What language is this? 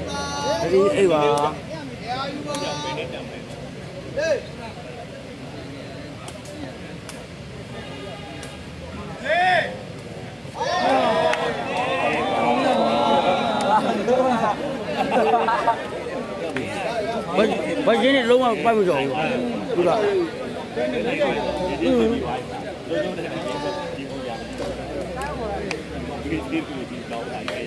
Burmese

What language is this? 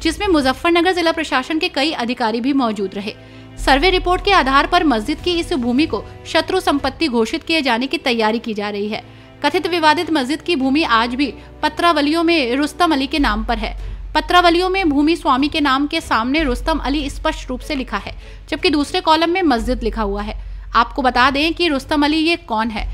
Hindi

